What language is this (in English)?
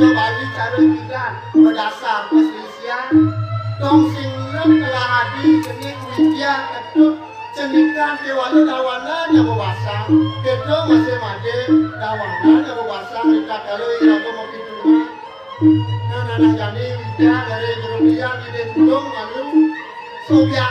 Balinese